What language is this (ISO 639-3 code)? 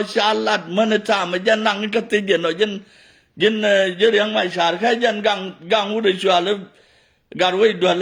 nus